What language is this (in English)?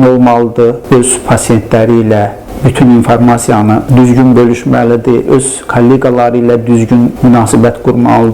Azerbaijani